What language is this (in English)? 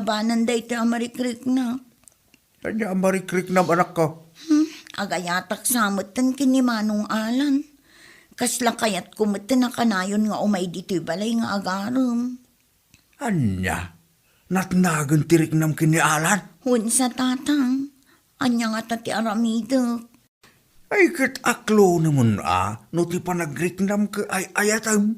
Iloko